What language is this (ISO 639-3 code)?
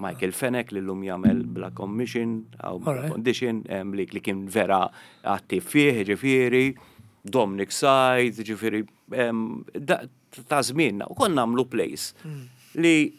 mlt